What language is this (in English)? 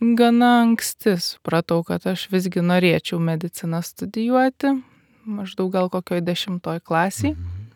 Lithuanian